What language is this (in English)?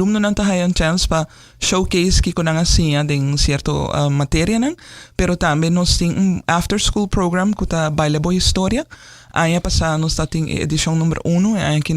Papiamento